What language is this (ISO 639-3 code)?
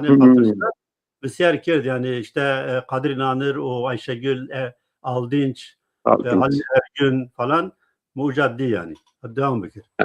zza